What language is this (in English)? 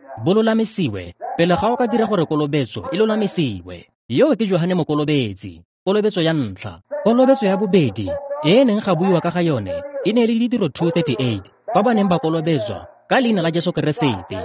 Tswana